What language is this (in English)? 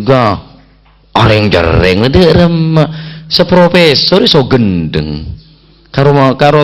Madurese